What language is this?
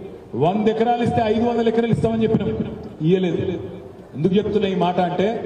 Telugu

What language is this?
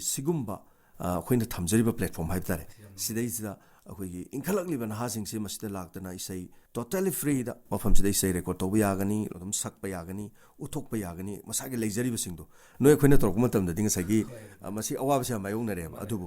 Manipuri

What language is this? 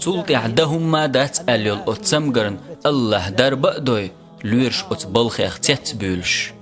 Chechen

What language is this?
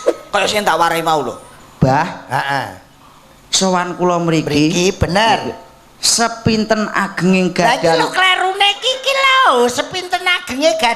Javanese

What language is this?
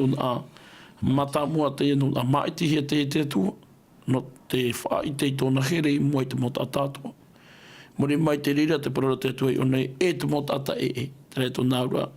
Tahitian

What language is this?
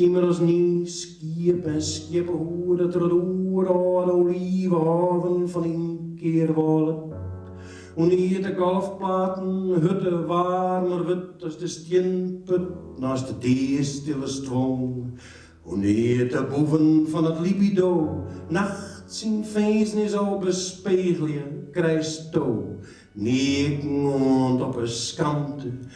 Western Frisian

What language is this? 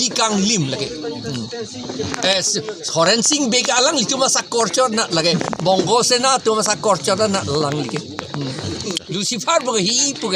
Karbi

